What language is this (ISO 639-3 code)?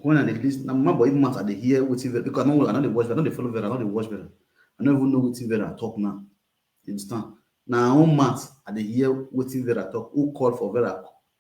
pcm